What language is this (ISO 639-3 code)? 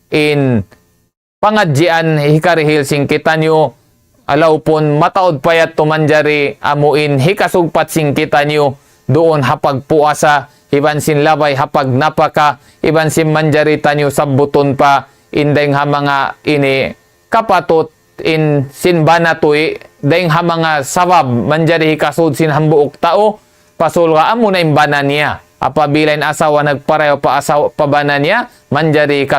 tsg